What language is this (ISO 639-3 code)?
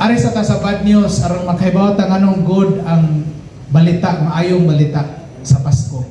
ceb